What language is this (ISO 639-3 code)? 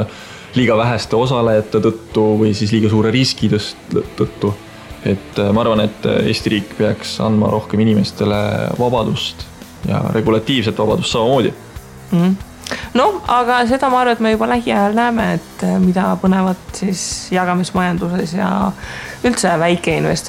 est